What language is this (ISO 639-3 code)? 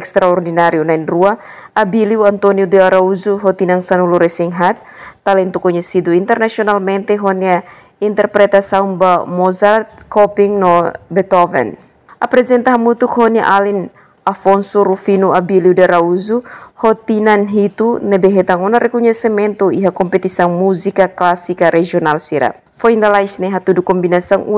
tet